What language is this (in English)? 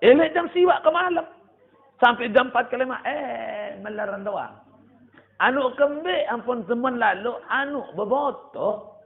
Sasak